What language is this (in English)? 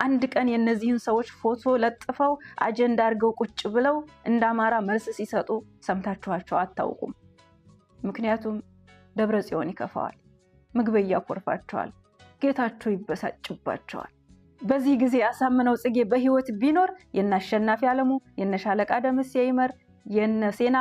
Amharic